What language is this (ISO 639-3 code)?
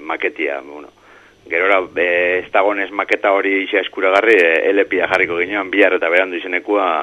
eus